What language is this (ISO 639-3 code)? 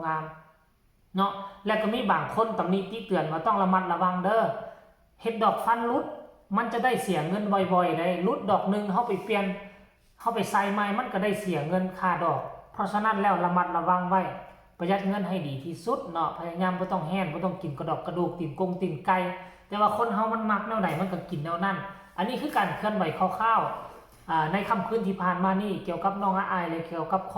tts